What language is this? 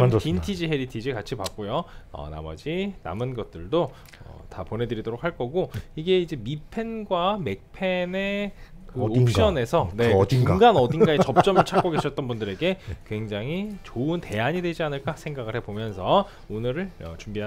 Korean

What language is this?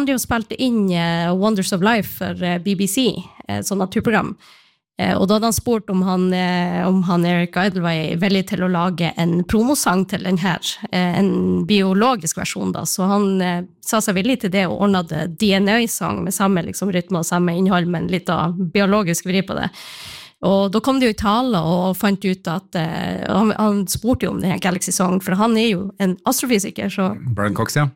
Norwegian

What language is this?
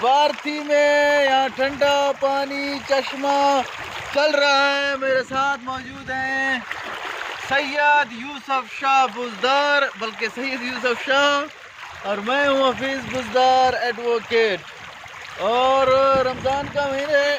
Eastern Balochi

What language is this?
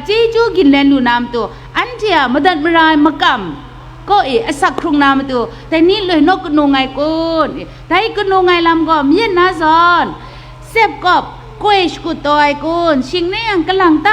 Kachin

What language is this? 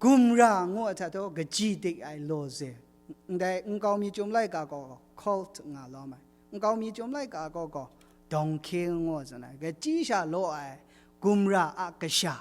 Kachin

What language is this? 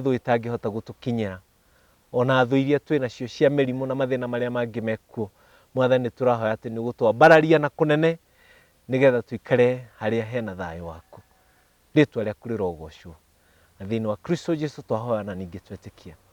Kikuyu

